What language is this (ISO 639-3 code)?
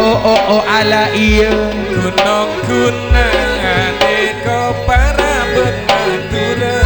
mad